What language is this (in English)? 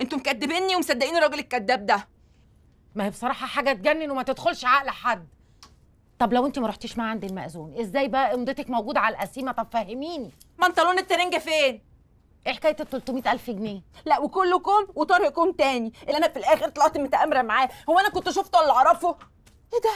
Egyptian Arabic